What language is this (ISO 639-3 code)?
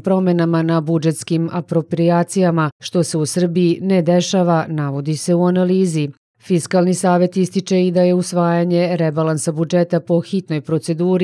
srp